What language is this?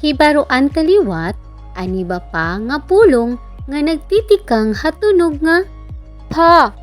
Waray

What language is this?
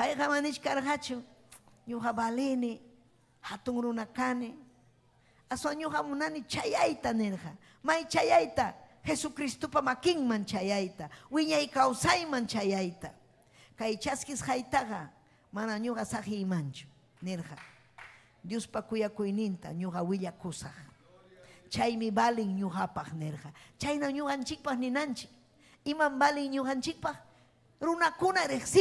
Ayacucho Quechua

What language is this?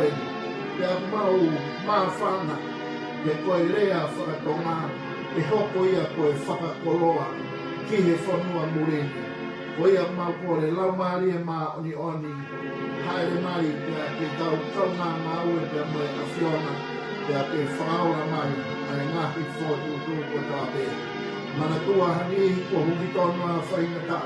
Tongan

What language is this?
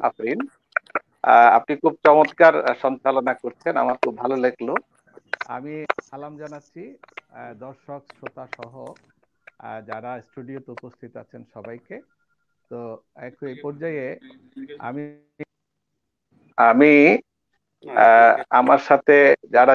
Bangla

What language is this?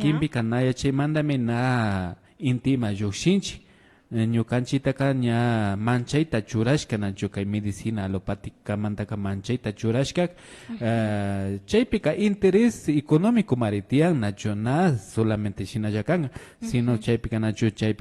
Imbabura Highland Quichua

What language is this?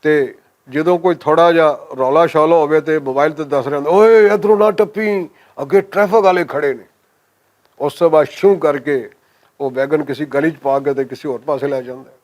Western Panjabi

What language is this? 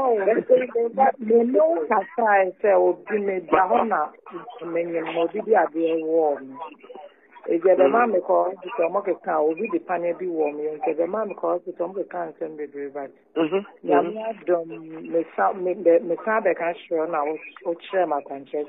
Akan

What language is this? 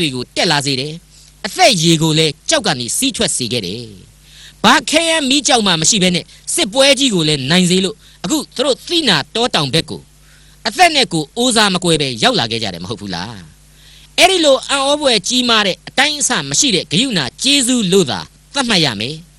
Burmese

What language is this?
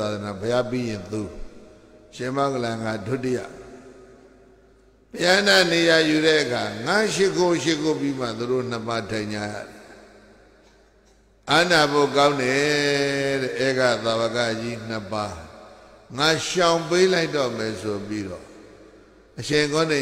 Burmese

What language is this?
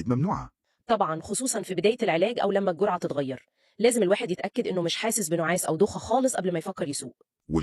Egyptian Arabic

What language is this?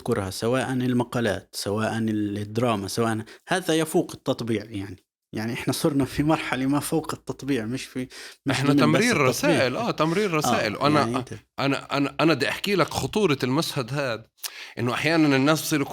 North Levantine Arabic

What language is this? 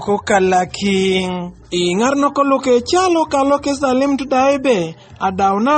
Teso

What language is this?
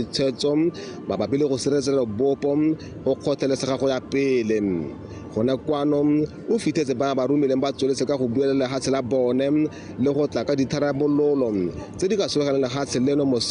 Tswana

